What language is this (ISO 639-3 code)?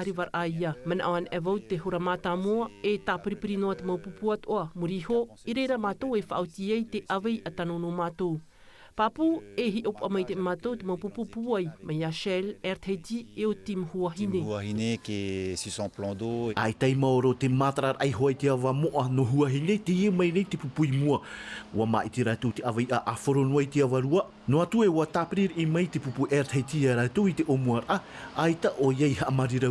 tah